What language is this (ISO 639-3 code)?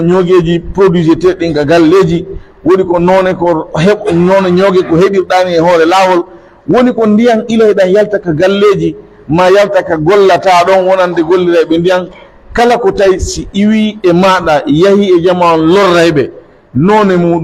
fuf